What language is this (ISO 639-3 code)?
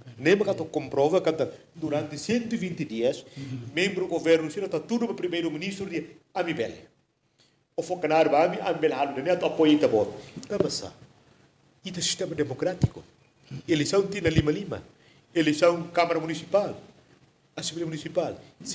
tet